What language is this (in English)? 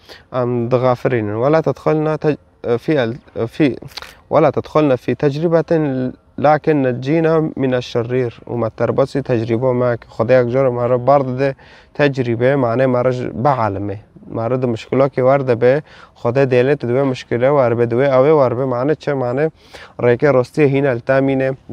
Kurdish